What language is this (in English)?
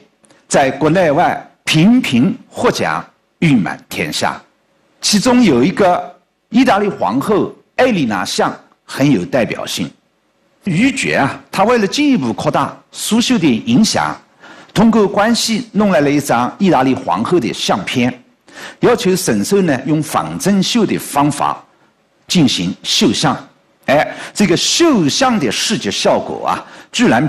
Chinese